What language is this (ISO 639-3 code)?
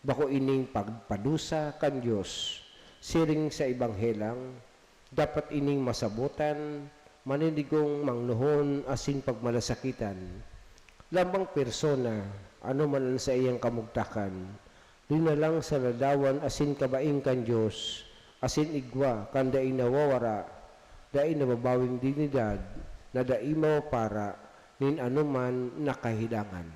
bik